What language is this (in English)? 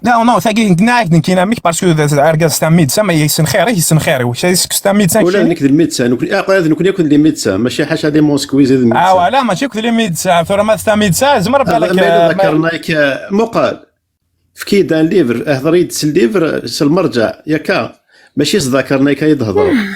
Kabyle